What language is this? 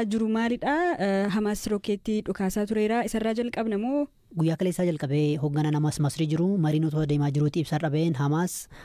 Oromo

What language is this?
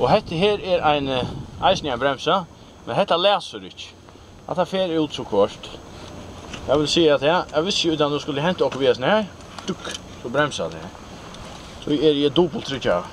Faroese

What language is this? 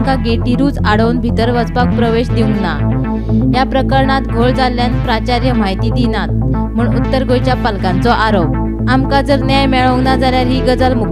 Konkani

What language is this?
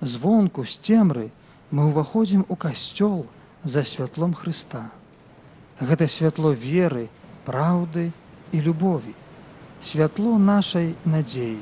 Belarusian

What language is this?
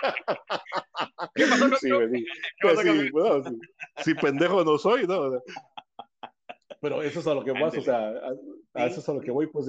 Spanish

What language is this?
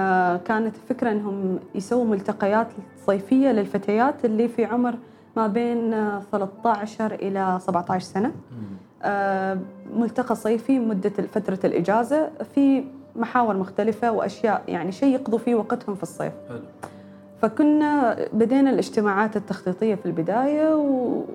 Gulf Arabic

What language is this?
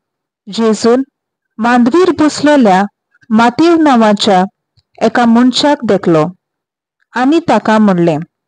Konkani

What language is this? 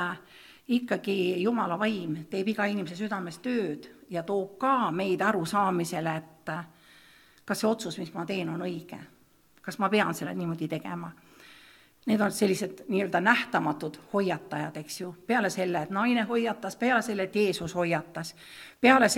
Estonian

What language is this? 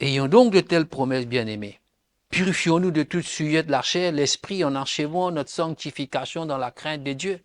Morisyen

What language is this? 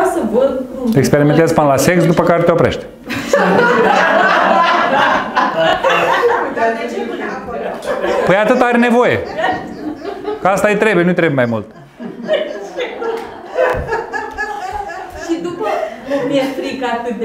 Romanian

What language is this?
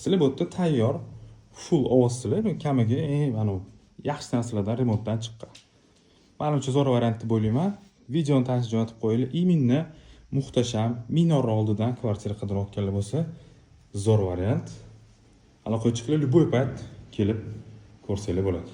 Uzbek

